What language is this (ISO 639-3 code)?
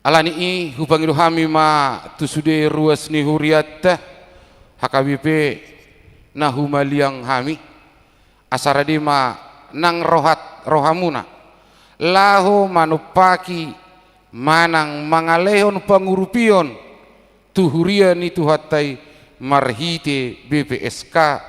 bbc